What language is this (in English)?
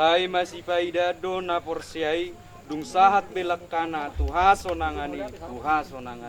Batak Toba